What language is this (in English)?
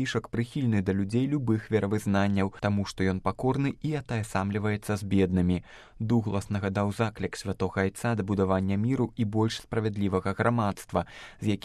Belarusian